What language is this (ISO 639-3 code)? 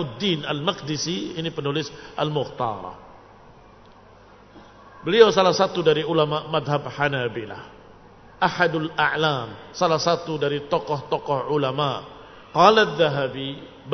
ind